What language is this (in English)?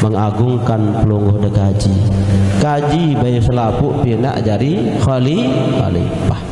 Sasak